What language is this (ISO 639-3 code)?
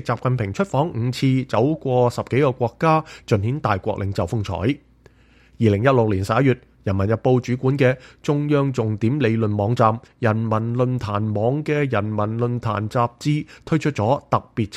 yue